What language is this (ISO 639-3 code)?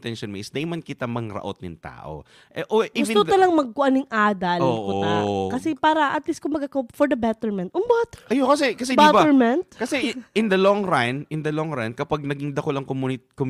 bik